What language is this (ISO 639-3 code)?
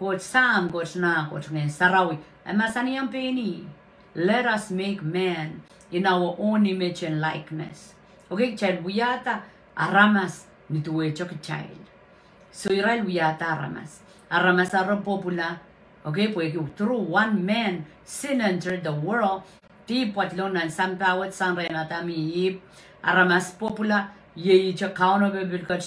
pon